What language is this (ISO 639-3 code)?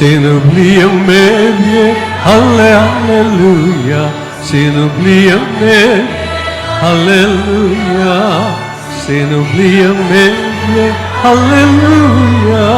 pam